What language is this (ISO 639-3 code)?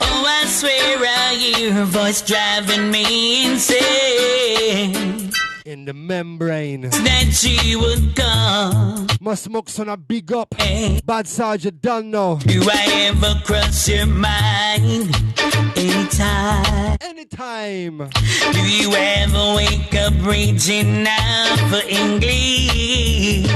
jam